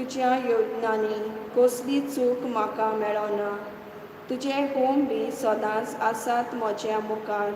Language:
Konkani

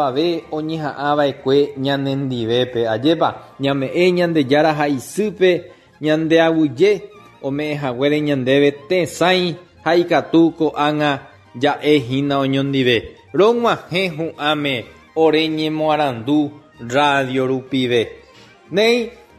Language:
Guarani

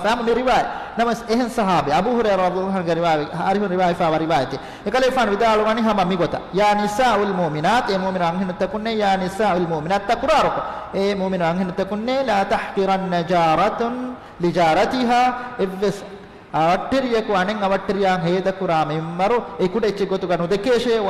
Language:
Divehi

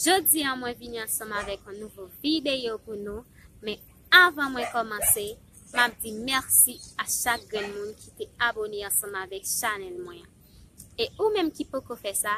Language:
Haitian Creole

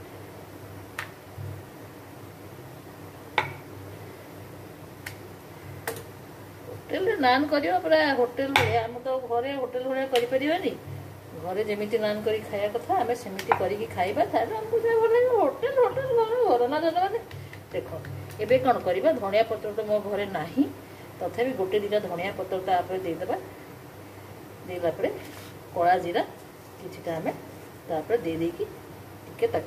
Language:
Odia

